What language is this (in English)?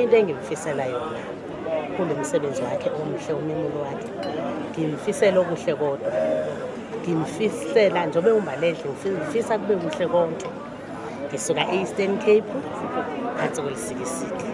Zulu